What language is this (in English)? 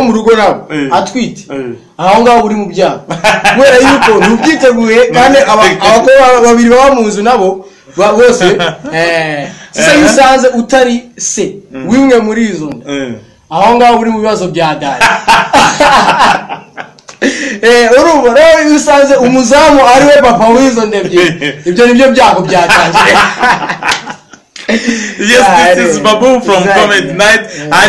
Kinyarwanda